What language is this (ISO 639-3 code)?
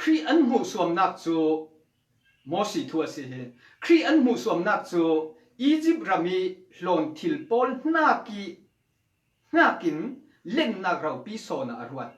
cfm